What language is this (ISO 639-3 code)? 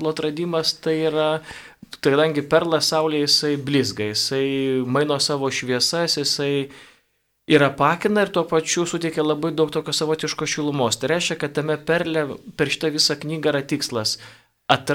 lit